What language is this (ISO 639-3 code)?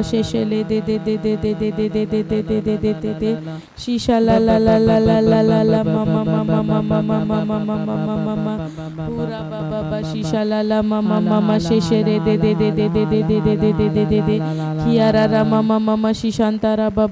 kdh